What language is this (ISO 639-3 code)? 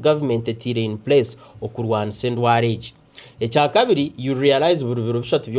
nyn